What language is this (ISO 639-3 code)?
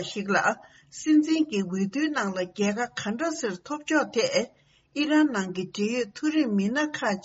bod